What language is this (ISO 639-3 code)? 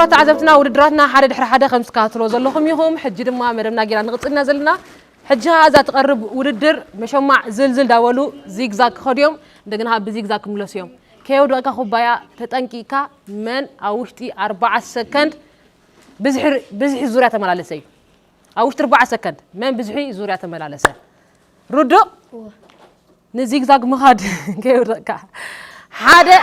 tir